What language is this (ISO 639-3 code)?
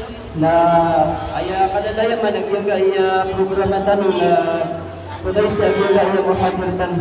mrw